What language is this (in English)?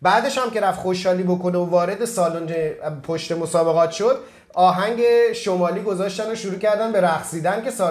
Persian